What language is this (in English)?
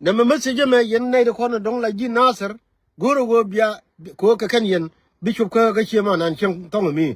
Nuer